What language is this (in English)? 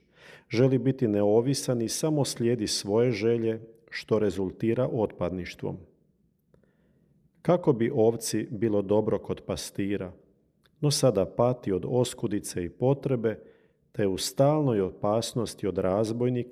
Croatian